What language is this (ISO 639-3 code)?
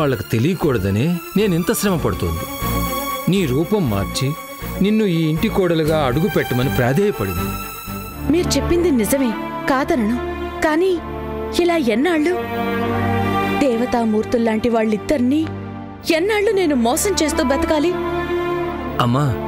tel